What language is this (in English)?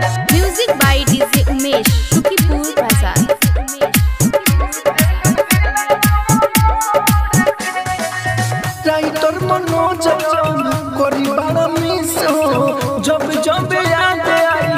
Bhojpuri